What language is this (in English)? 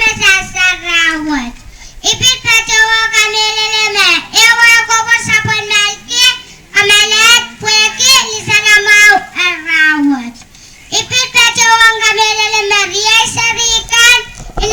Pohnpeian